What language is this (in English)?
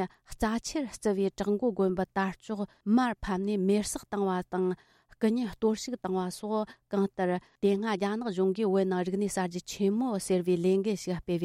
Tibetan